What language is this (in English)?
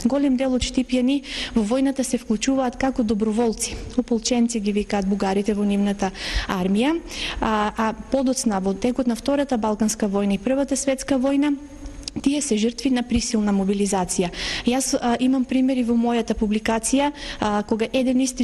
Macedonian